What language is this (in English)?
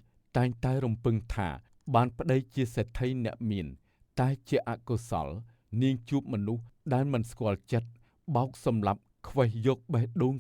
Khmer